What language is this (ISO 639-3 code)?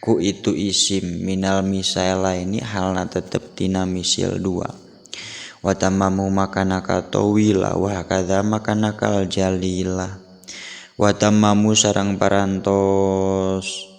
sun